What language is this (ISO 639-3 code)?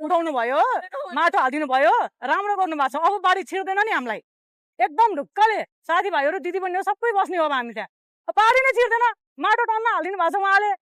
nep